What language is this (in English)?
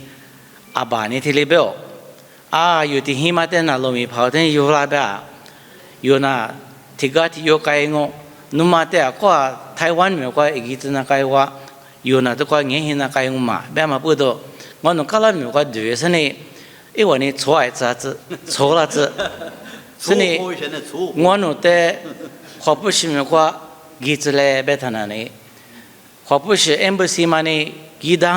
Lisu